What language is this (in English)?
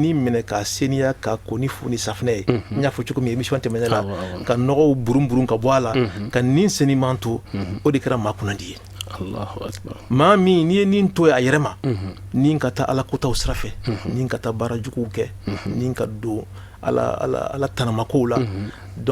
Bambara